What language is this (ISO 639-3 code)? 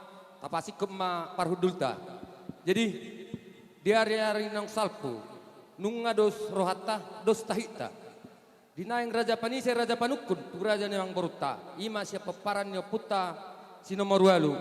bbc